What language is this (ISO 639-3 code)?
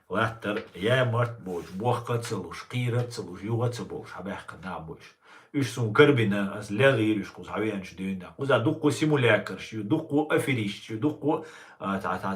che